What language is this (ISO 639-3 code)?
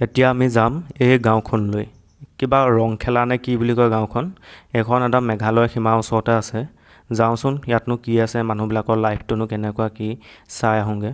asm